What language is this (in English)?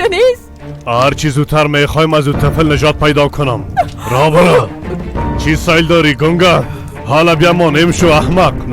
Persian